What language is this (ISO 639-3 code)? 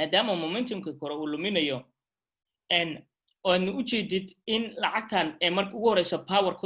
som